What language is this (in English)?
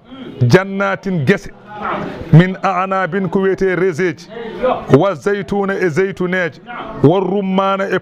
Fula